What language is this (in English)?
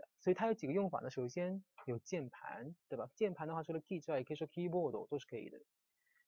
Chinese